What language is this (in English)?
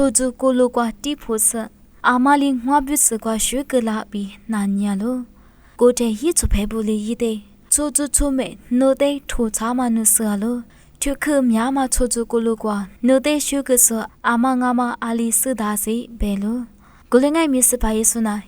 Lisu